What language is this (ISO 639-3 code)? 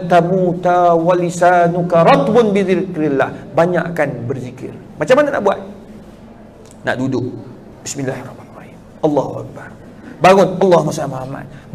msa